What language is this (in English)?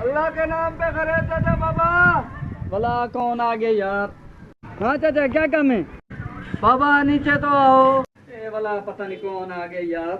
Saraiki